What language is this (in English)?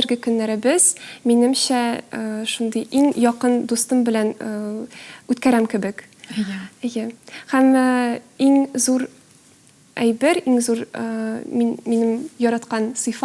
Tatar